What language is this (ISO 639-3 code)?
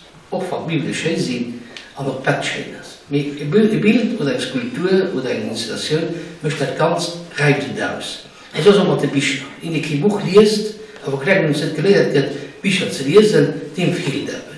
ltz